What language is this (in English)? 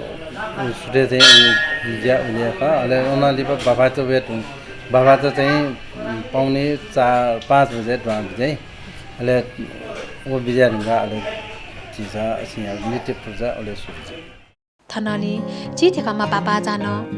Newari